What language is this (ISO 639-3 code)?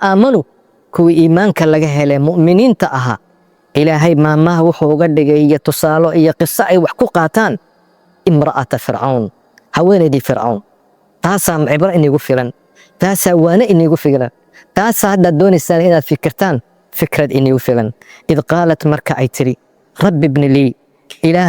som